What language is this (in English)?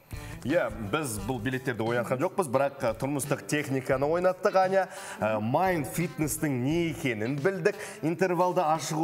Kazakh